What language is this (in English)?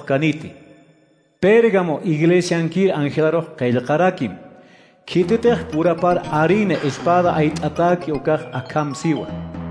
Aymara